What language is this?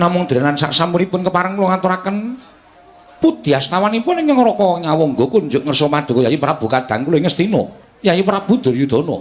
Javanese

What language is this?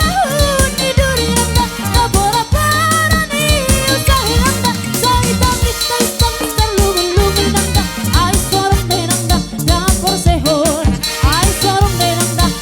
Batak Toba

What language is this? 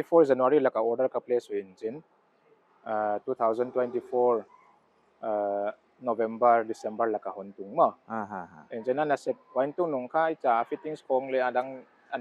Paite Chin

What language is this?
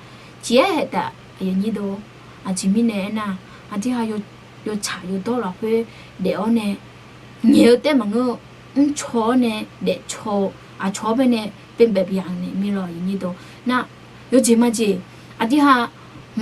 Akha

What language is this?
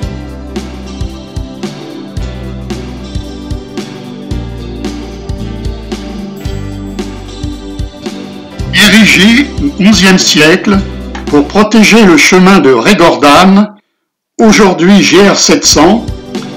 French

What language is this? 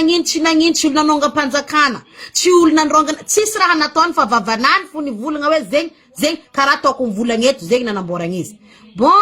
Malagasy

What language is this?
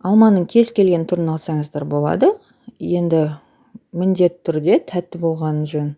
Kazakh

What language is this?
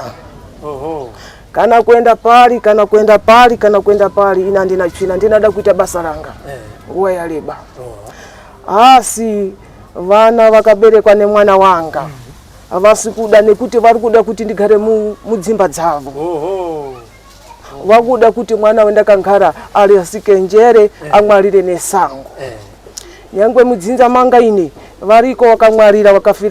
Shona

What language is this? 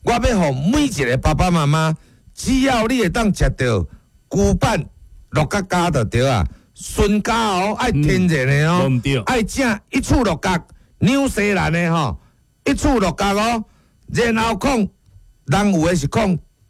Min Nan Chinese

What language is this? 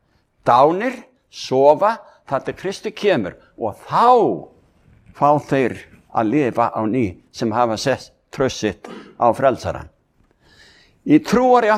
Icelandic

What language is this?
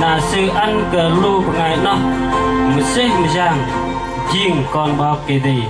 Bahnar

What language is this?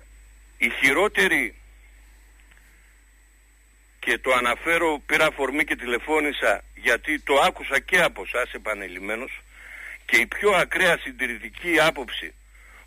Greek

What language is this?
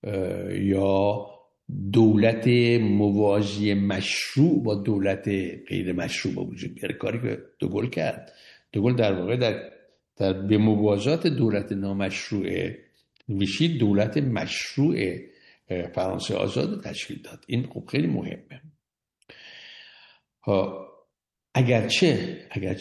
Persian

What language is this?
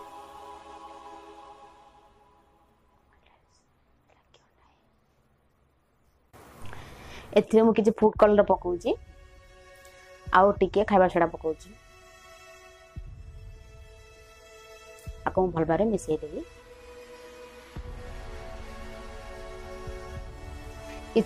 Odia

